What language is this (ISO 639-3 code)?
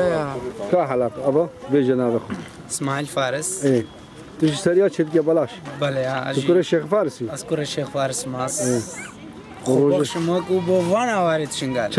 kur